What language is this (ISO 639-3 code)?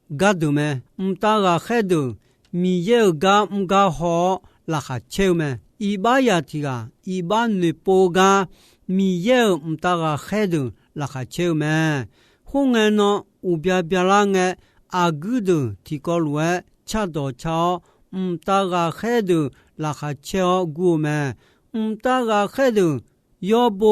ahk